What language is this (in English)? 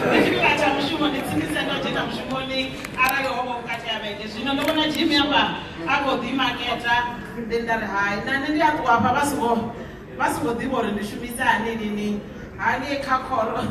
Venda